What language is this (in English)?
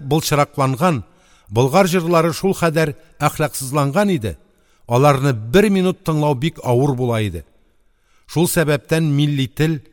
Tatar